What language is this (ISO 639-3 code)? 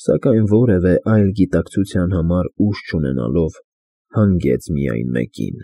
hye